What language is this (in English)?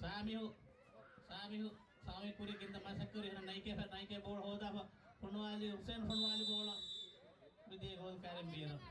Divehi